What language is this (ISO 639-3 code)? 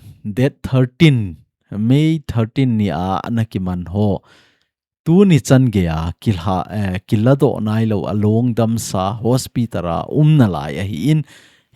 tcz